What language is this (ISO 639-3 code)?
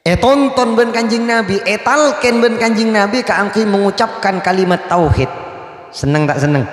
mad